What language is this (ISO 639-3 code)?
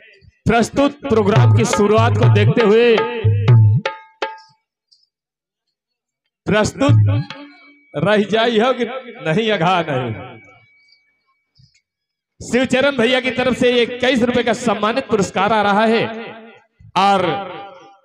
bho